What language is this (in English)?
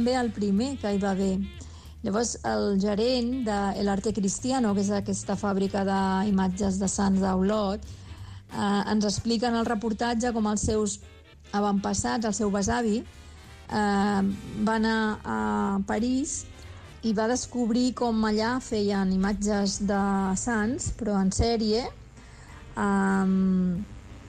Catalan